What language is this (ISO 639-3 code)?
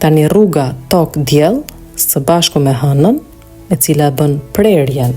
sqi